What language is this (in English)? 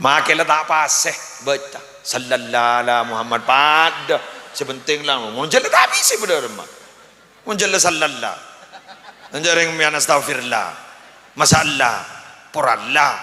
Madurese